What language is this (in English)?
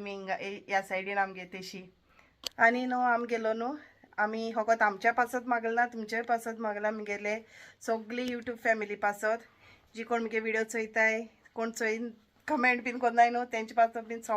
Konkani